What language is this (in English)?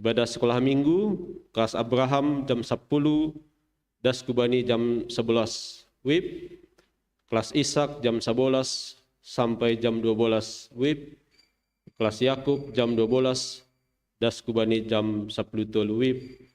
Batak Simalungun